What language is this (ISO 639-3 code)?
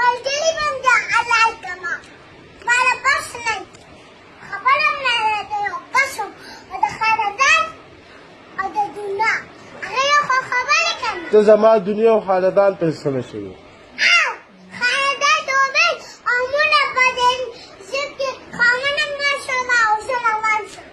pus